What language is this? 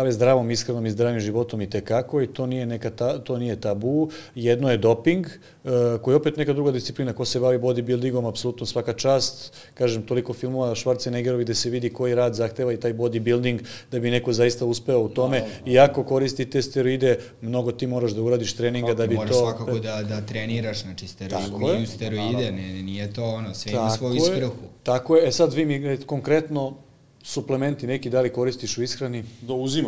Serbian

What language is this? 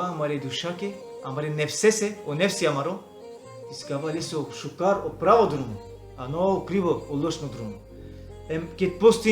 Balkan Romani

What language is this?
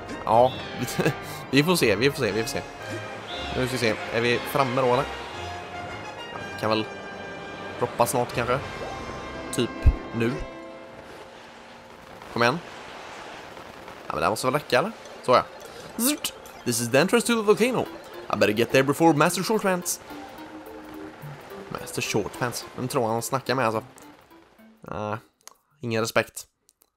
Swedish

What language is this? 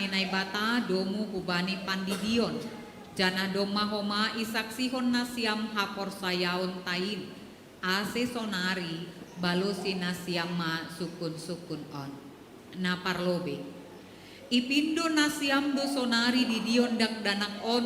Batak Simalungun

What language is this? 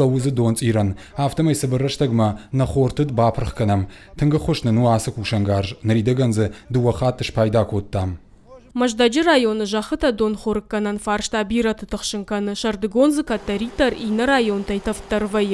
Ossetic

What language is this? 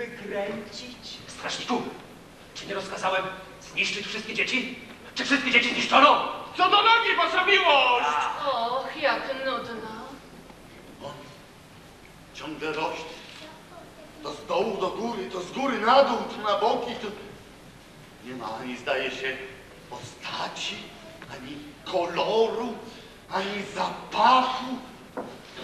Polish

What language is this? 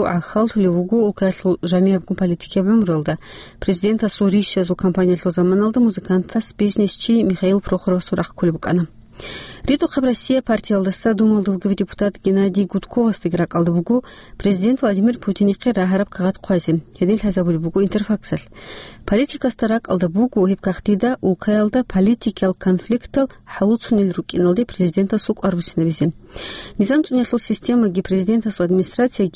Avaric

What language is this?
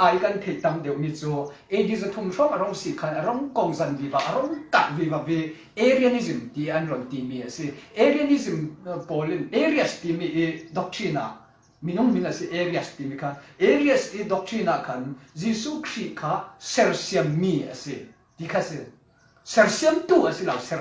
Falam Chin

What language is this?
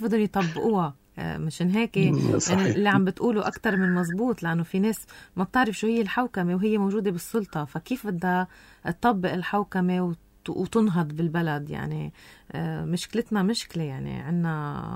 North Levantine Arabic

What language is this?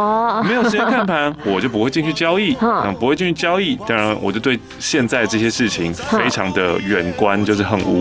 Chinese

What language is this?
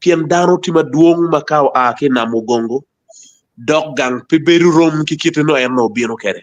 Acoli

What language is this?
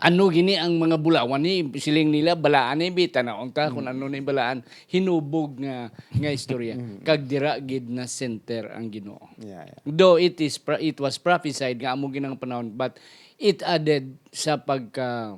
Hiligaynon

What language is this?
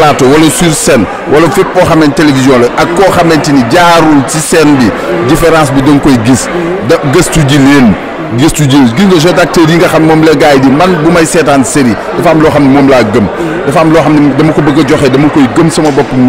Wolof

